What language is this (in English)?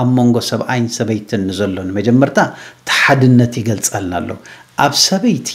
Tigrinya